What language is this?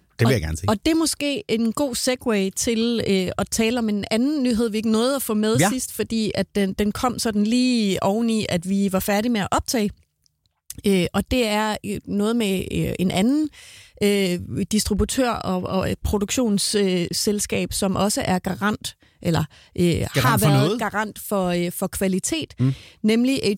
Danish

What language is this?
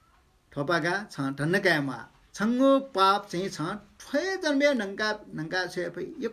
Newari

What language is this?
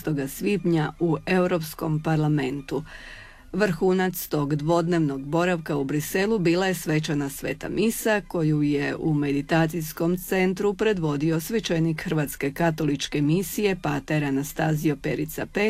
Croatian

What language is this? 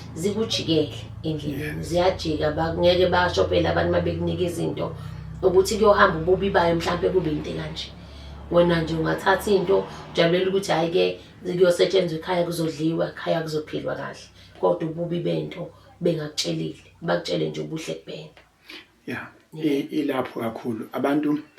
Zulu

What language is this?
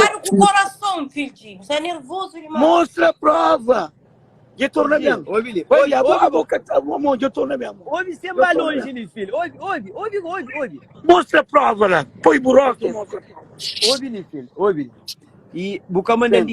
Kabuverdianu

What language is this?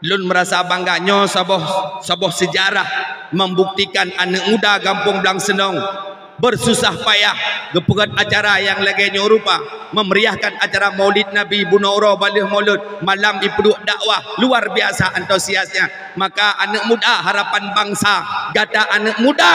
Achinese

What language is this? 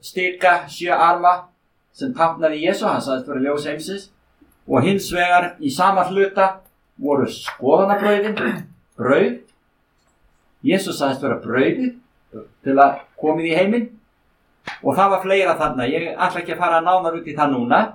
Icelandic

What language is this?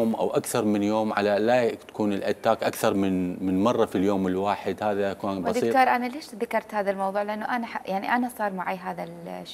Mesopotamian Arabic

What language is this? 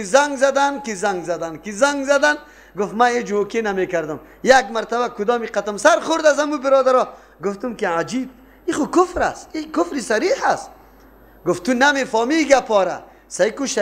Persian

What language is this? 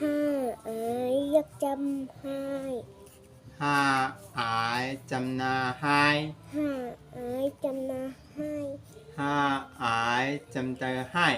Shan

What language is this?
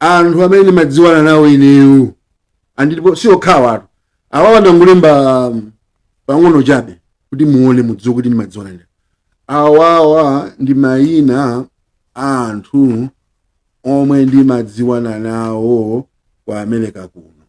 Nyanja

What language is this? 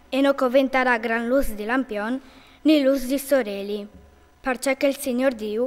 Friulian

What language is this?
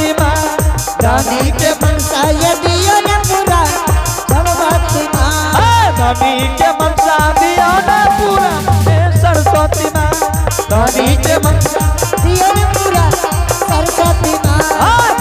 Angika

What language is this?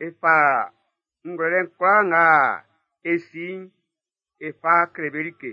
Baoulé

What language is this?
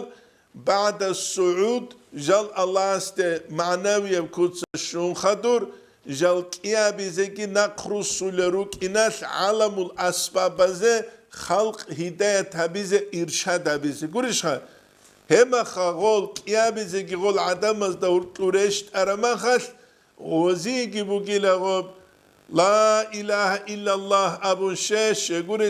Avaric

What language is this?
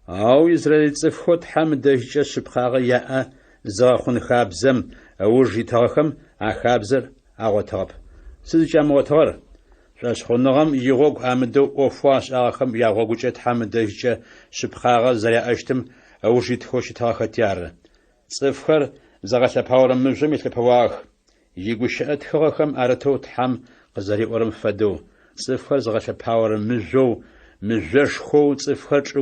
Adyghe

